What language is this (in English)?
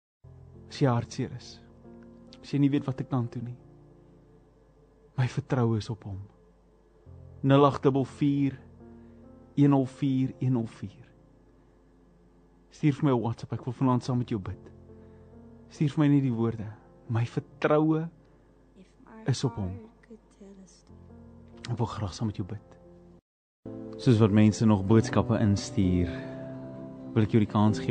Afrikaans